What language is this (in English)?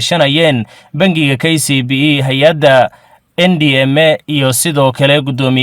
Somali